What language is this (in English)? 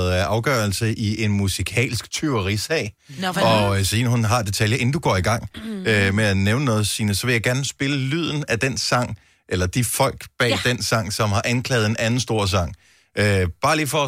Danish